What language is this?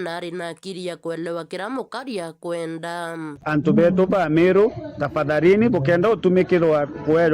Meru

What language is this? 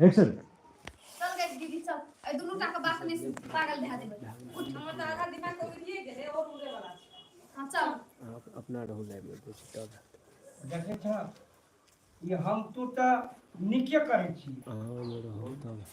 Maithili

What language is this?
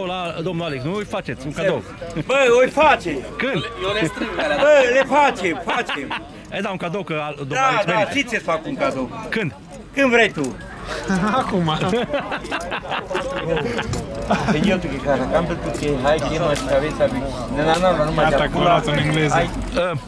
Romanian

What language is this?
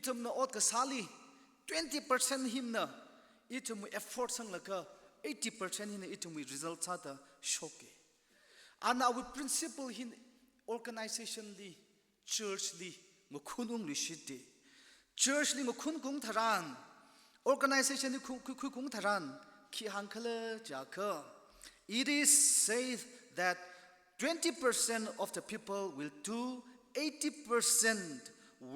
Tangkhul Naga (India)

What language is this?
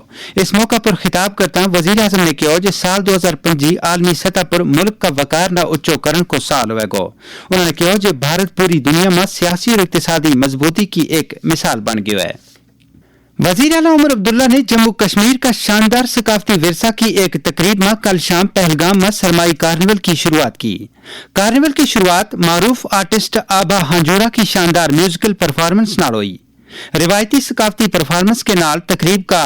Gujari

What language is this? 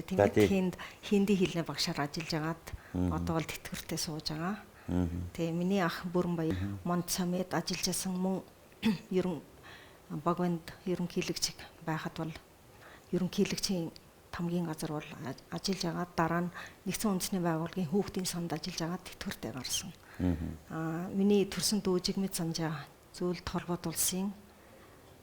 Mongolian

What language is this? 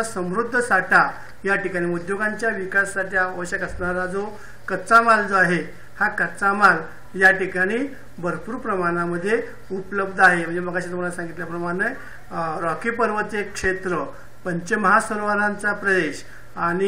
Marathi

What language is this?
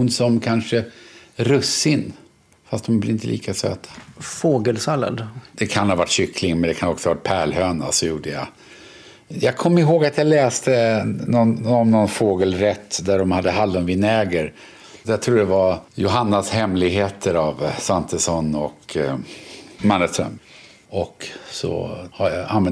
Swedish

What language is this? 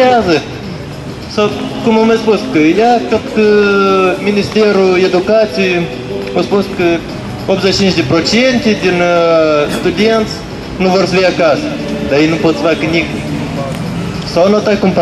Romanian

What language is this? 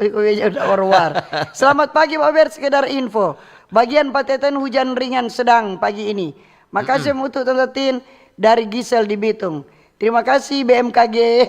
Manado Malay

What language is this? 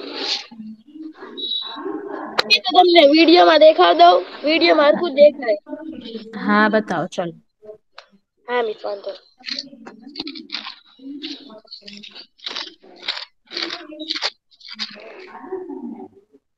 Gujarati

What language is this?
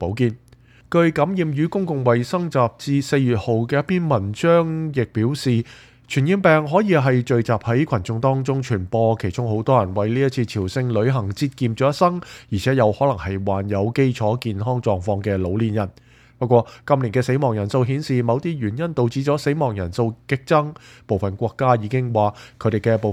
Cantonese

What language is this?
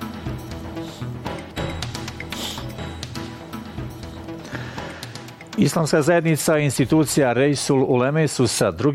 Bosnian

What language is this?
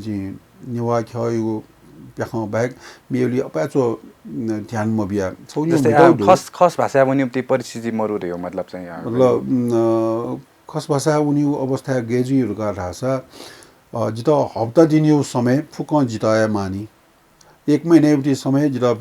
Newari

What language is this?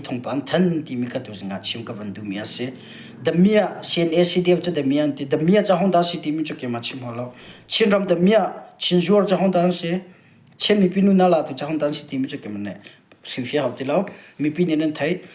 Hakha Chin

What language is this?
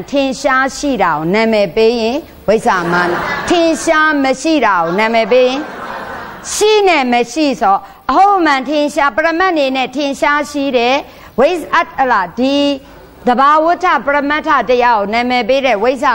Burmese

